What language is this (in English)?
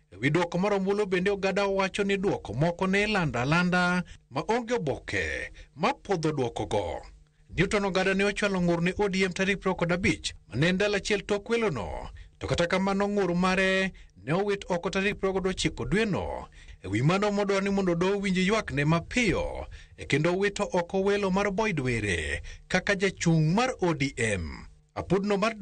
Luo (Kenya and Tanzania)